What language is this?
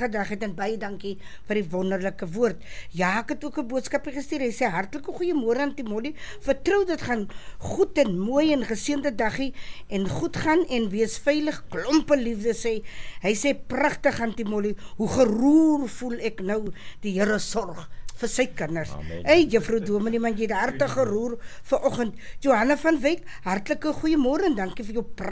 Afrikaans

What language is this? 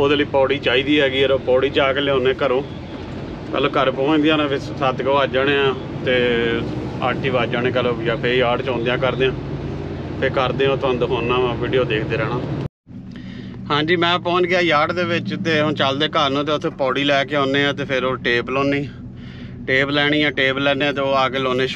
Punjabi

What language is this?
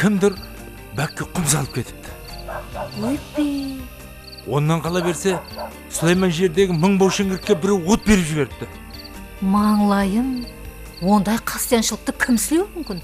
Kara-Kalpak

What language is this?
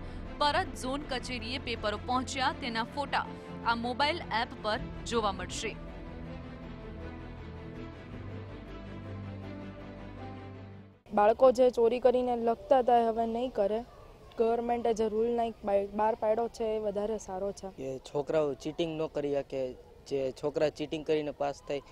Gujarati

